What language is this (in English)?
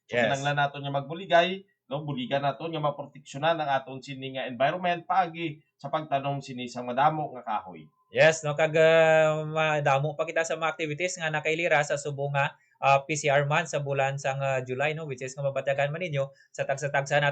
Hiligaynon